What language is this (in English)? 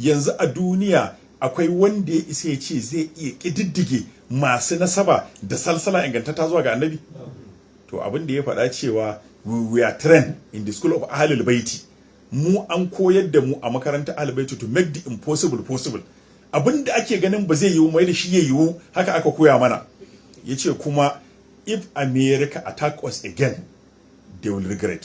Hausa